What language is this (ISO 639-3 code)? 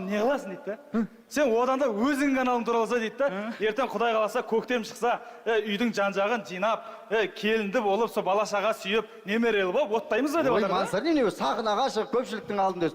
kaz